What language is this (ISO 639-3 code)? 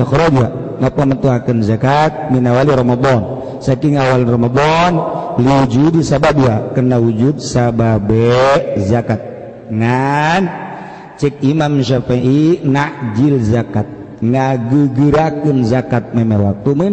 sun